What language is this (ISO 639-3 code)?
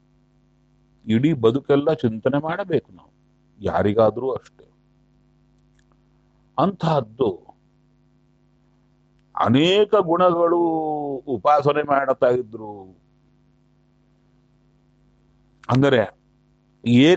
kan